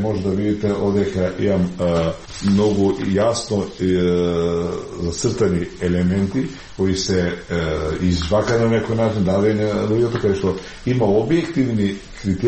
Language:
Macedonian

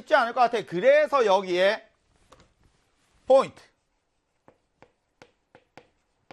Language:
Korean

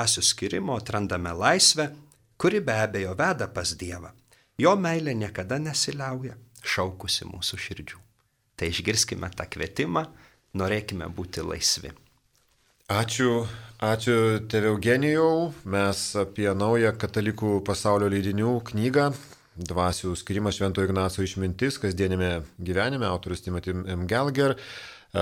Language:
Lithuanian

